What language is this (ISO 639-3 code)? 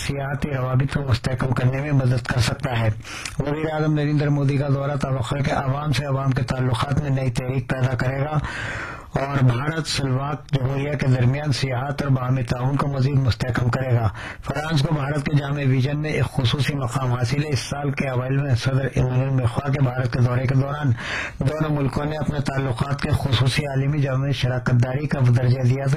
urd